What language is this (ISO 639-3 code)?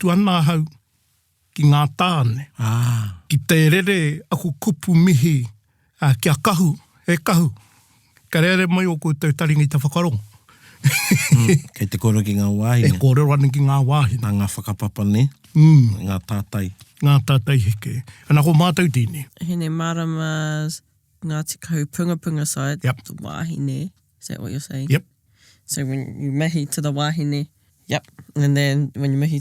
mri